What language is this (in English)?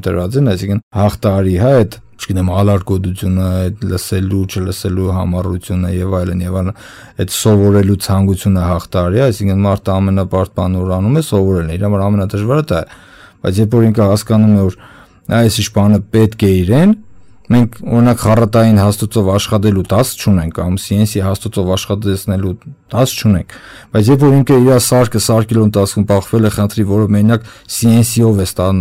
Armenian